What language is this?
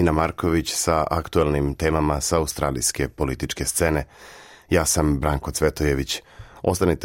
Serbian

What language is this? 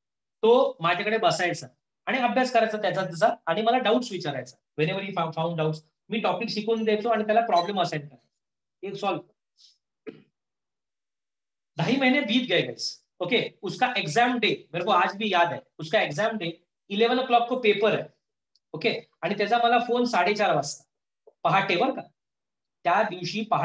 Marathi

